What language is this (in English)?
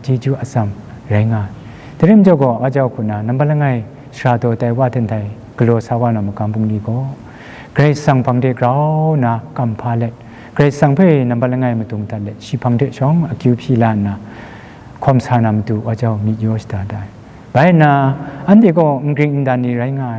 Kachin